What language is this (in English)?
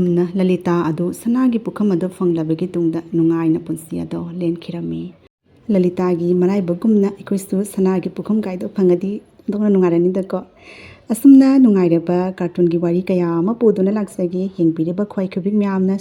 Manipuri